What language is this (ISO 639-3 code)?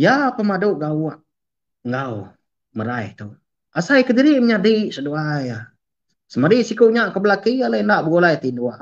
iba